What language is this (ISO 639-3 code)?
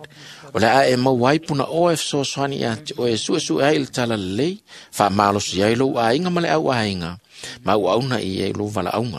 smo